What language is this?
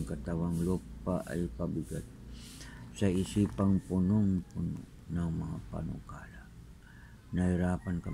Filipino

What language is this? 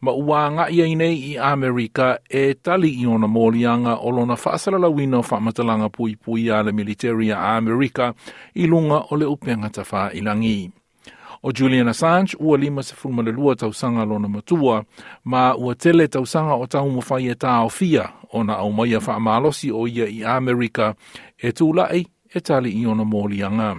Samoan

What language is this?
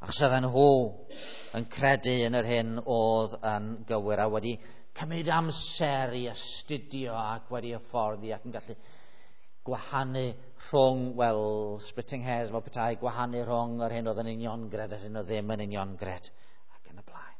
Welsh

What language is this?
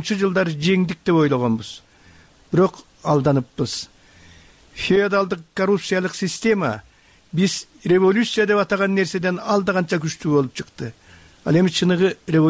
Kyrgyz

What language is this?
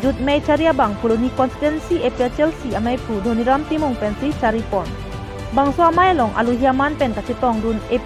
Karbi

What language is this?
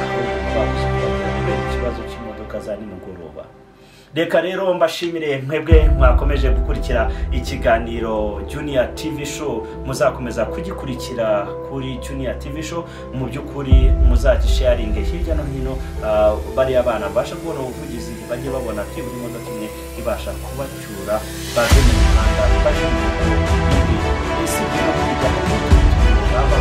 Kinyarwanda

